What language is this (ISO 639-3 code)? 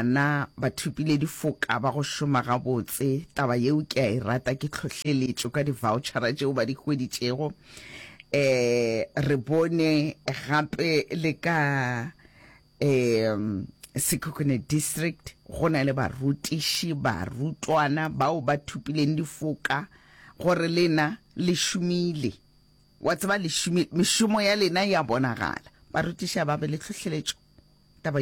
nso